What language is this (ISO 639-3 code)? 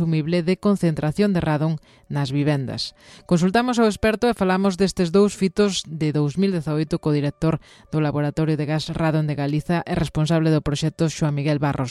glg